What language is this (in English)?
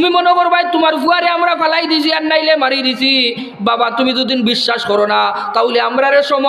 Sylheti